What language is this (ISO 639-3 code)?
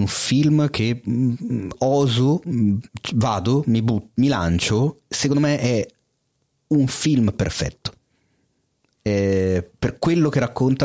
ita